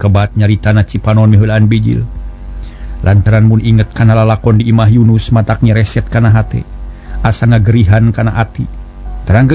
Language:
Sundanese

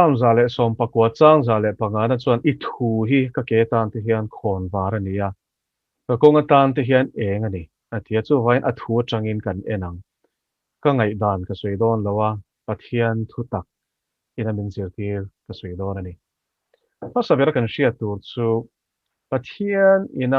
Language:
Mizo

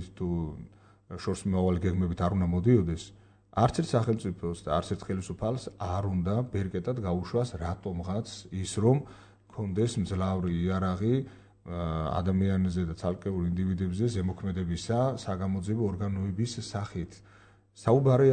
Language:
Georgian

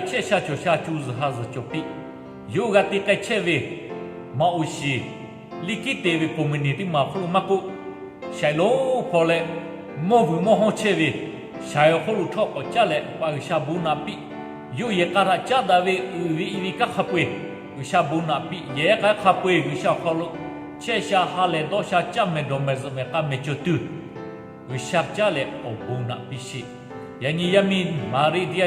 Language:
Lahu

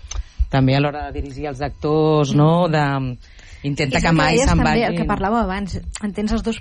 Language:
Catalan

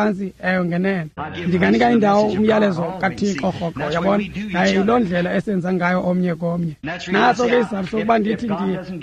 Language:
Xhosa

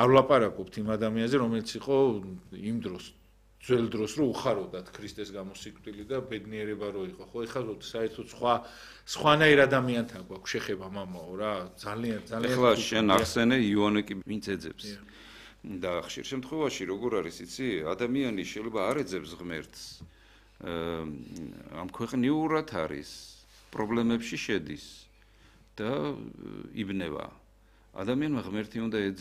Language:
Georgian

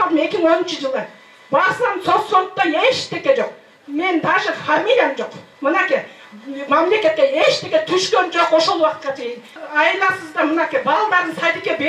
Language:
Kyrgyz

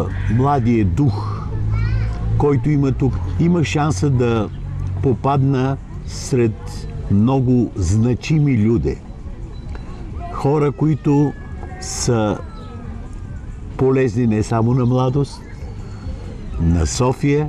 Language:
Bulgarian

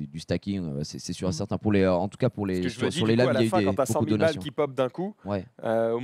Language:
French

